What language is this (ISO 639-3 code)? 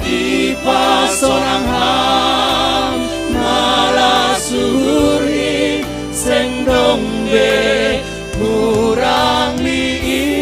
bts